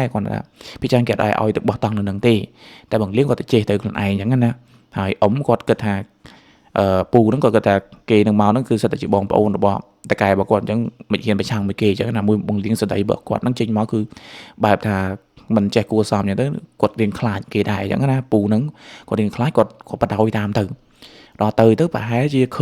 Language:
Khmer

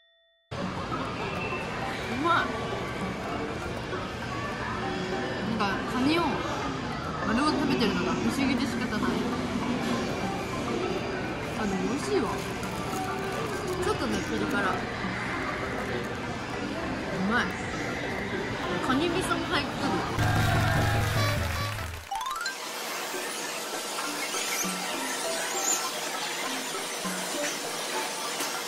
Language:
Japanese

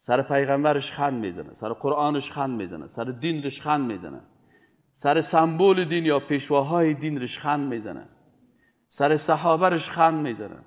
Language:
Persian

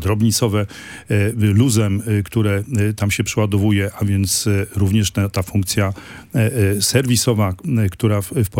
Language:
Polish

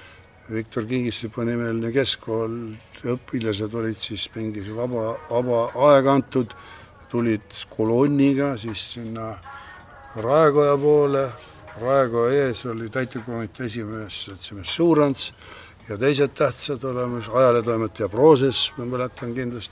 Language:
Estonian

